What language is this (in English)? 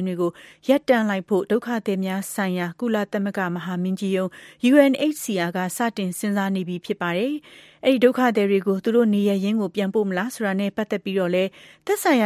Burmese